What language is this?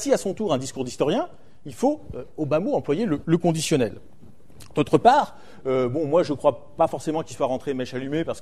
French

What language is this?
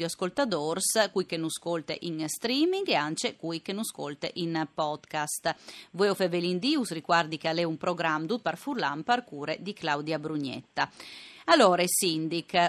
Friulian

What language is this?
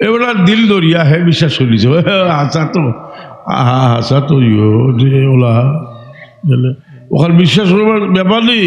Sylheti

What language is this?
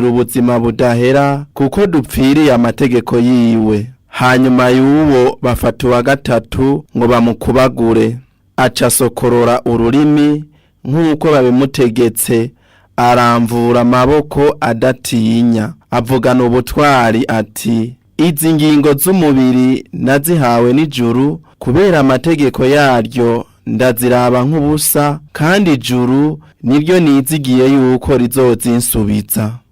Rundi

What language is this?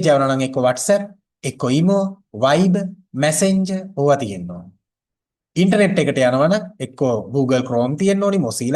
Sinhala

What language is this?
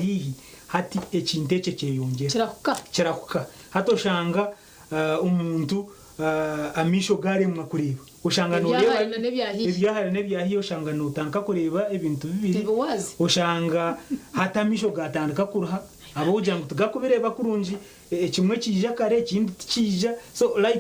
Nyankole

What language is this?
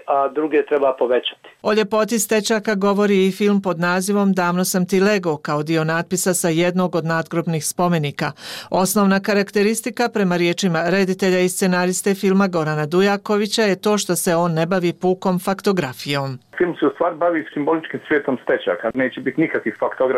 Bosnian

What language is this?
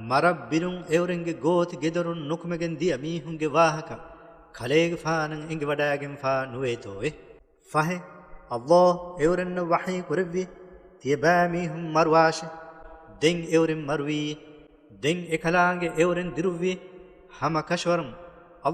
Divehi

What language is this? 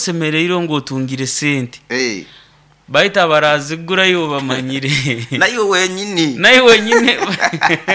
Nyoro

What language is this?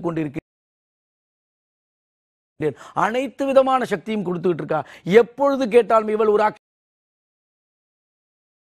Tamil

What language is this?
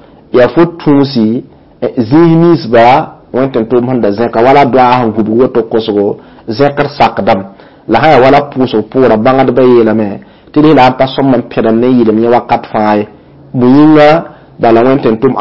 Mossi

